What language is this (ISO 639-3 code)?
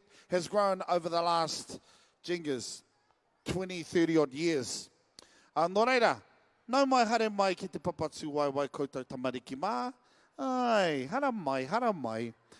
mri